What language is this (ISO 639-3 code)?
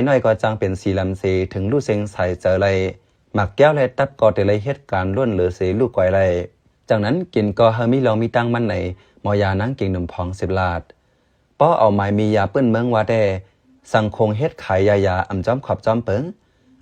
shn